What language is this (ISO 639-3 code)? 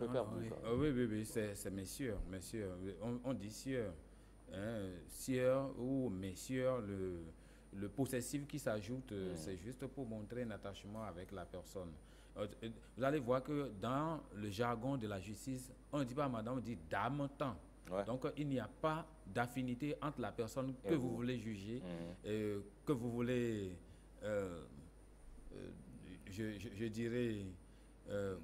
fra